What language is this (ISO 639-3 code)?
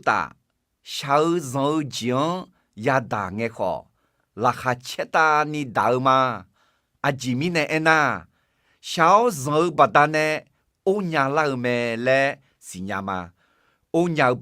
ahk